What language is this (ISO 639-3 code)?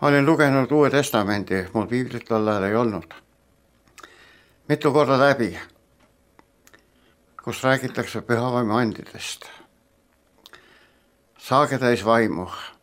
est